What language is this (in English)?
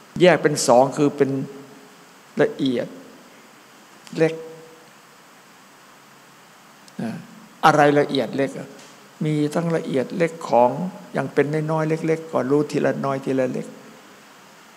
Thai